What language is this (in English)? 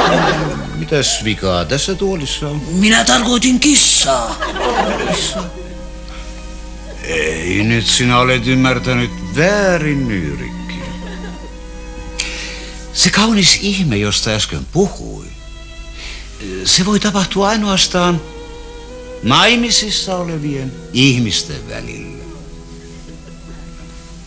Finnish